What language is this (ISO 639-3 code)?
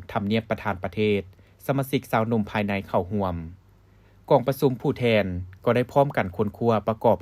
lao